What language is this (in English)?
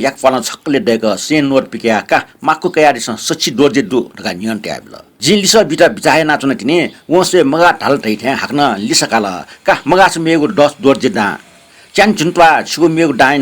Newari